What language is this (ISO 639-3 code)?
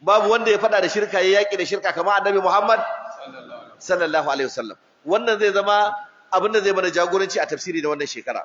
hau